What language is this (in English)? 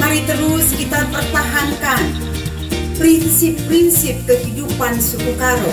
Batak Karo